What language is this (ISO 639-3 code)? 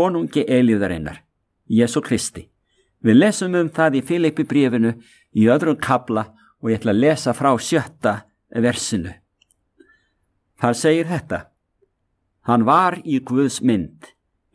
isl